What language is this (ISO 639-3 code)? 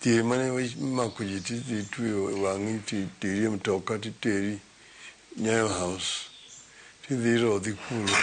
luo